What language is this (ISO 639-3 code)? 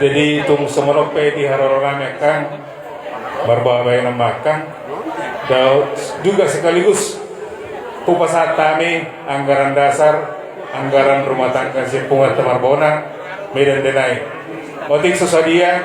bbc